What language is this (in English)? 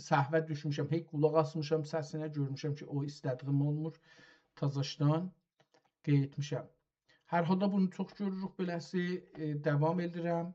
South Azerbaijani